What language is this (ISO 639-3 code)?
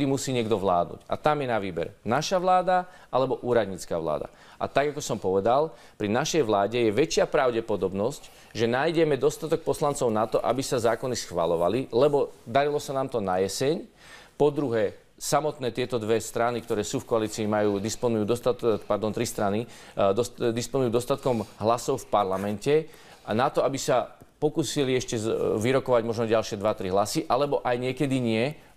slk